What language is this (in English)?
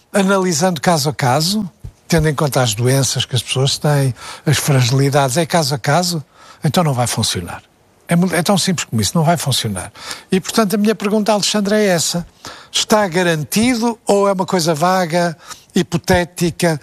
Portuguese